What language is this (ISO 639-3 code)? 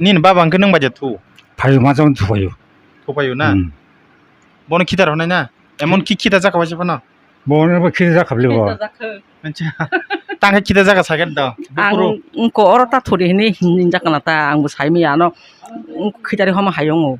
trp